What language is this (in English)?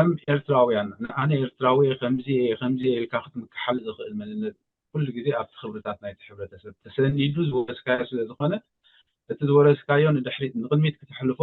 Tigrinya